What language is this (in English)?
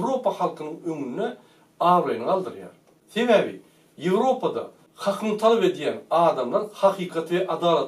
Turkmen